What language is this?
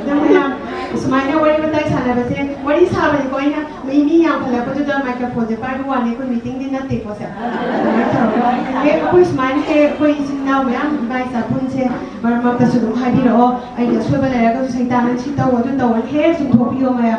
Manipuri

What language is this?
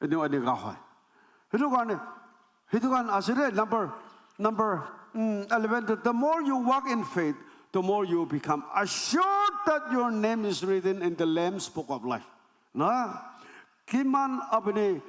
Naga Pidgin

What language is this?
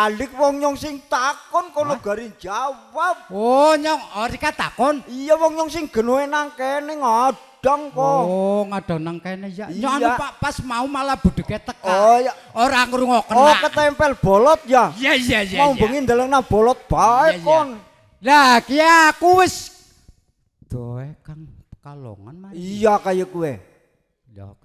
Javanese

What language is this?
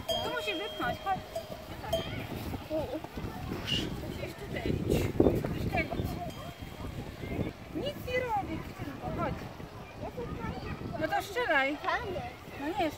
Polish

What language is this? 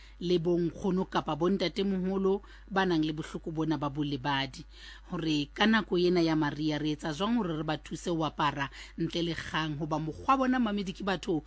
Southern Sotho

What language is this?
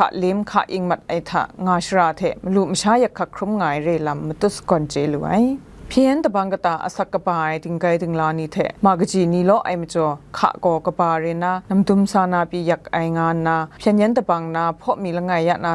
Kachin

